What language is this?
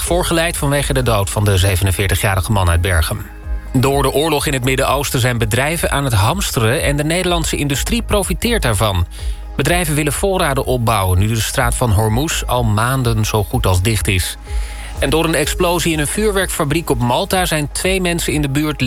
Dutch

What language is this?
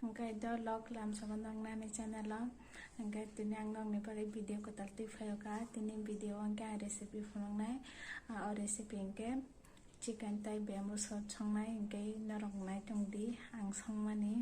Kok Borok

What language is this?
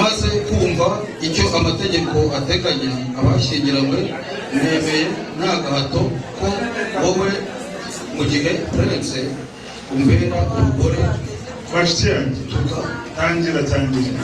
Kinyarwanda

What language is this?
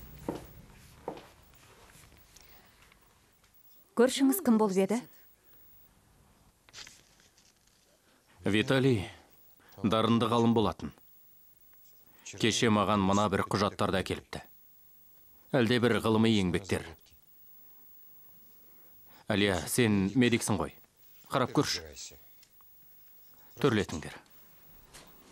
Kazakh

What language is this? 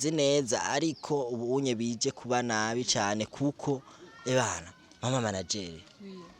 Rundi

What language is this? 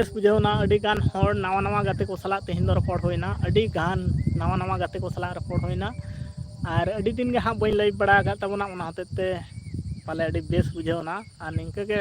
Santali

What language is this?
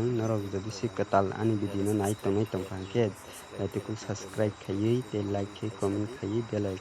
Kok Borok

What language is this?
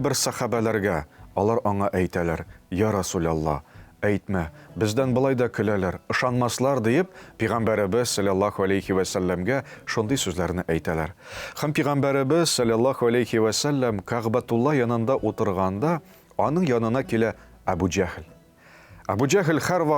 Tatar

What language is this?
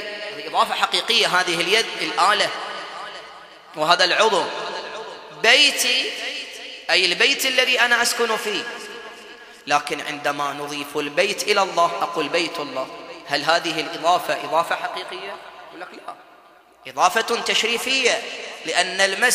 Arabic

